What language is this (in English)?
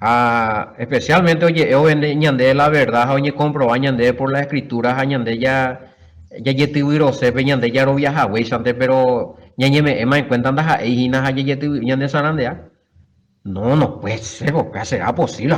Guarani